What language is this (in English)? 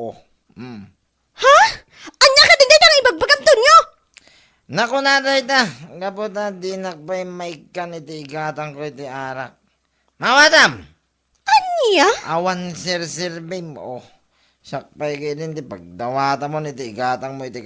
Iloko